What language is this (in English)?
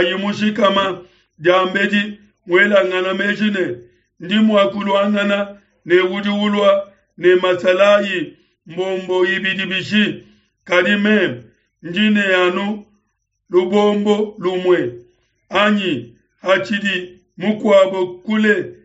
Luba-Lulua